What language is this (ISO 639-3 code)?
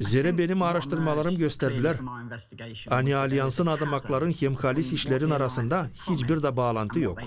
gag